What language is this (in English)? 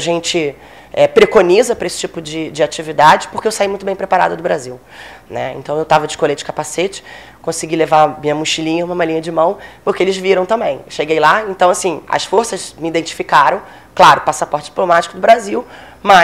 Portuguese